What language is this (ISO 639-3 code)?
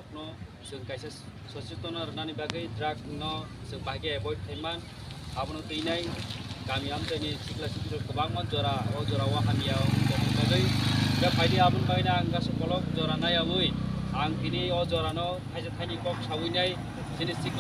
trp